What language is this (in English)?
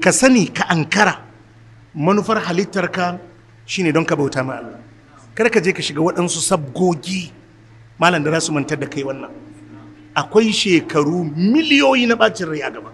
Hausa